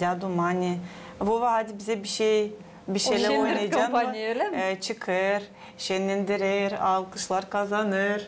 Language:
Gagauz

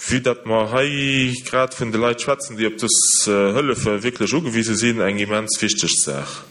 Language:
Luxembourgish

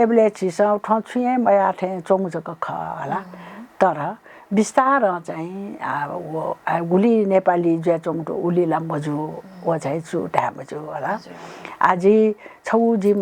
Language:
Newari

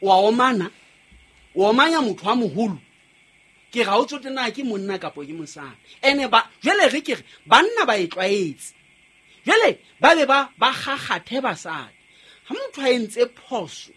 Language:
Southern Sotho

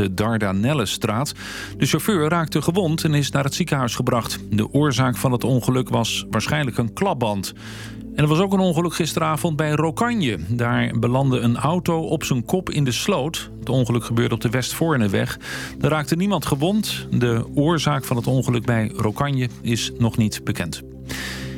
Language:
Dutch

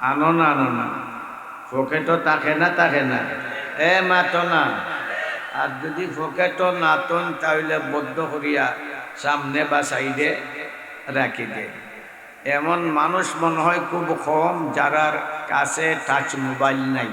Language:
Sylheti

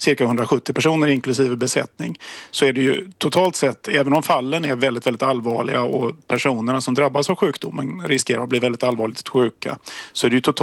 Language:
Swedish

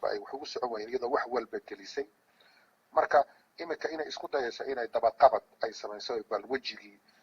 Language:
Somali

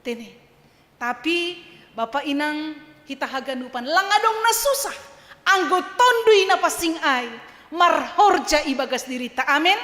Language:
Batak Simalungun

